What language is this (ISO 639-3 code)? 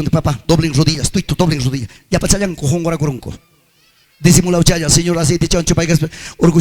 quy